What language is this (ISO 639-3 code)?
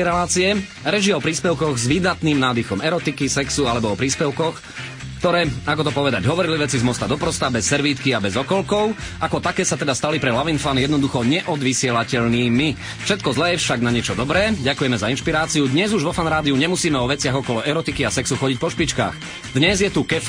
slk